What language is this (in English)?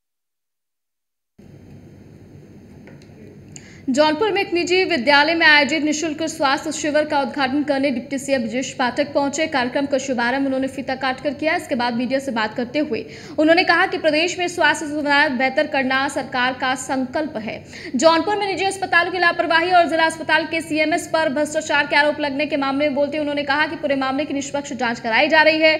Hindi